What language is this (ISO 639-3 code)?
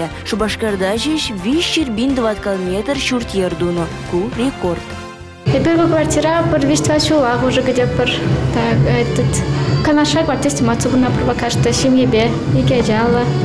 chv